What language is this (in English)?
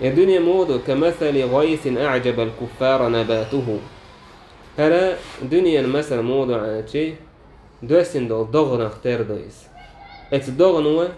Chechen